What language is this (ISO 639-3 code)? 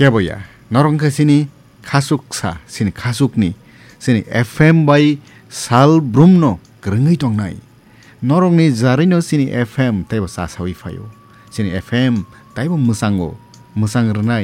trp